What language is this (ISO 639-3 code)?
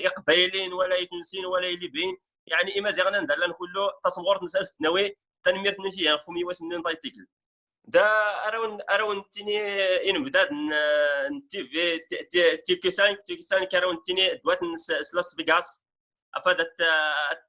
kab